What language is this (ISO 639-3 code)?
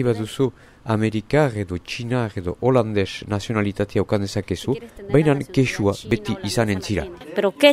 eus